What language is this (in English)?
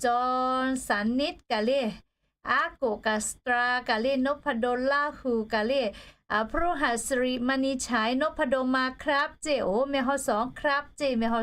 Lahu